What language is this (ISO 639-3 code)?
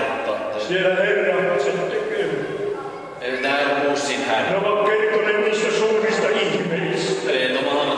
fin